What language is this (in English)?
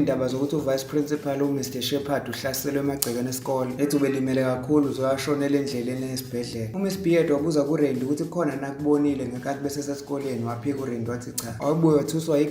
Zulu